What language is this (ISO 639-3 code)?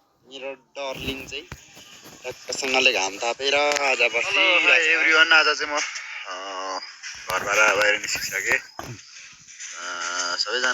nep